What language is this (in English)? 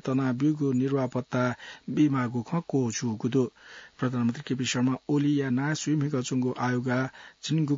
Newari